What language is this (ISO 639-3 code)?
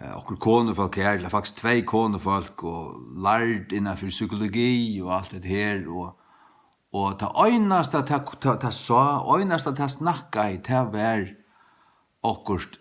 fao